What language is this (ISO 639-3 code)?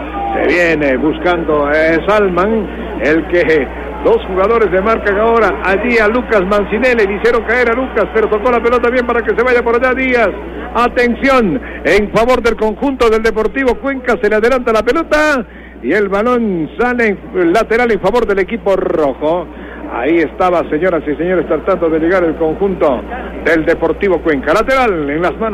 spa